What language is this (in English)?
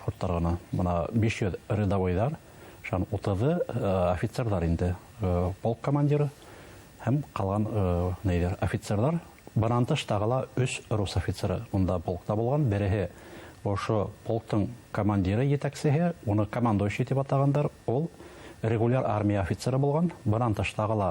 Bashkir